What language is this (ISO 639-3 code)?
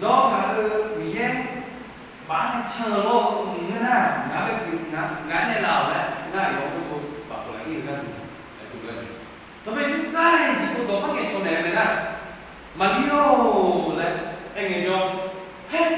ahk